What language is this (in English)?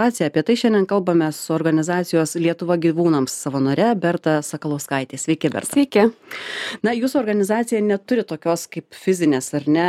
Lithuanian